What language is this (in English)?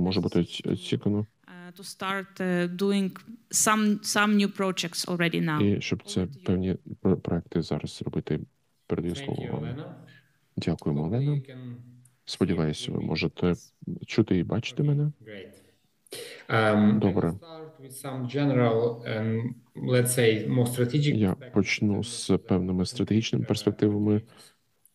Ukrainian